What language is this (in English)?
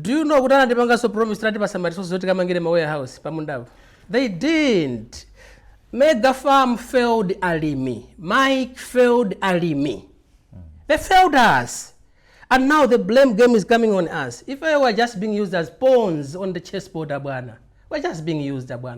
Nyanja